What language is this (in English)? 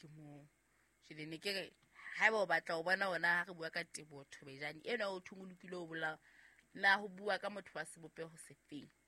Southern Sotho